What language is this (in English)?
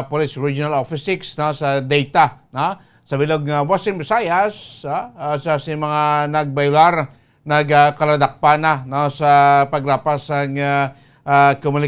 Hiligaynon